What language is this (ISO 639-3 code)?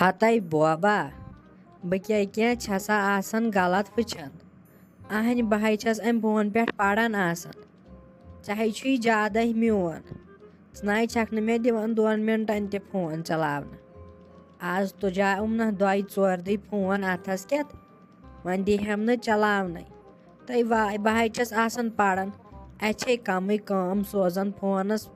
kas